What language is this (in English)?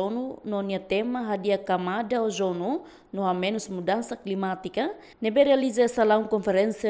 Tetum